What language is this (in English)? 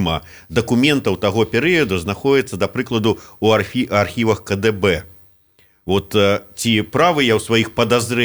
Belarusian